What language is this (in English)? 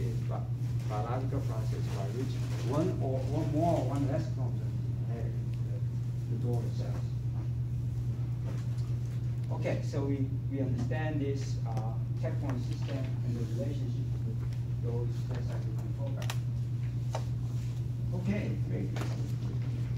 English